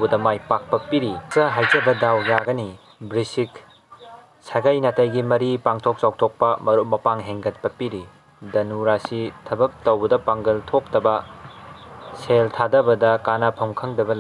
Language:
Manipuri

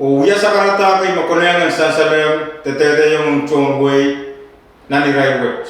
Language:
Pohnpeian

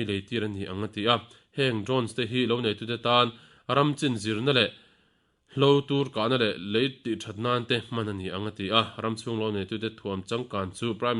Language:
Mizo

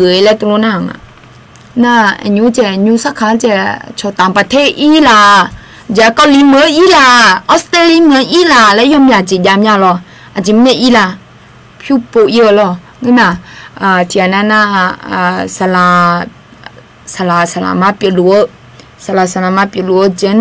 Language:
Akha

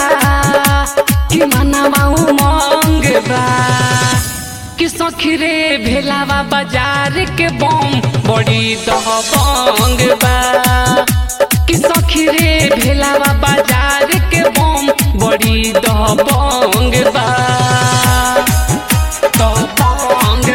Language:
Bhojpuri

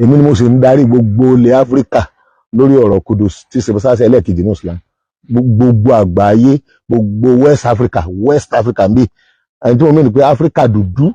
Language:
Yoruba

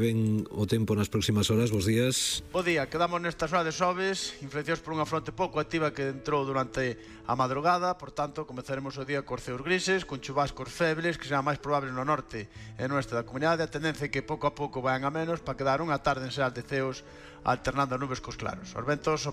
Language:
Galician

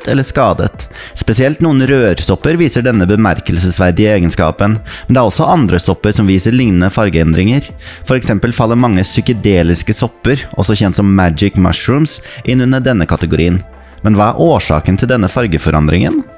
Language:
Norwegian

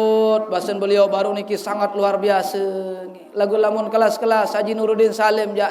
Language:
Sasak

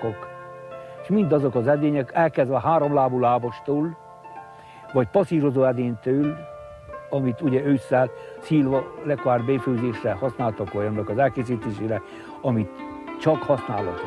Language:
Hungarian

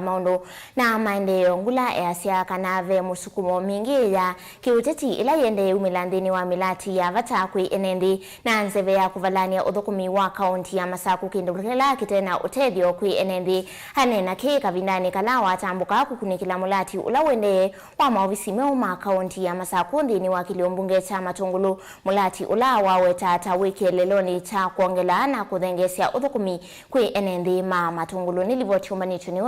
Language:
Kamba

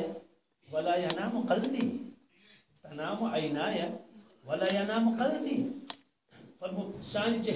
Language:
Kashmiri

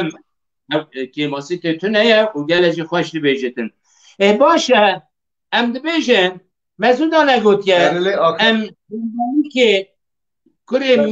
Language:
Kurdish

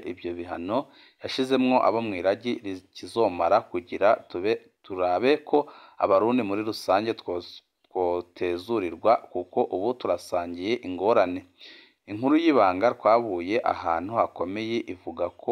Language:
Rundi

